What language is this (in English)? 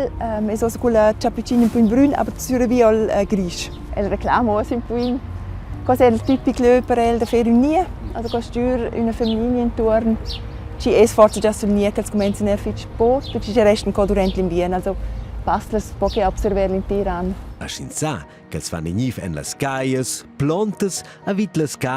Romansh